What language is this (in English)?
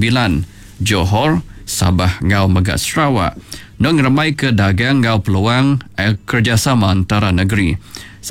Iban